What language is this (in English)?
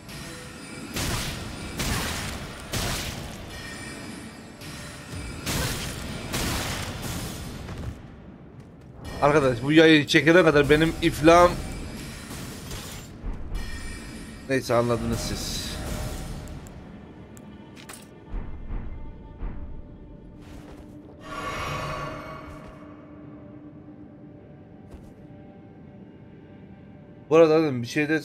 Turkish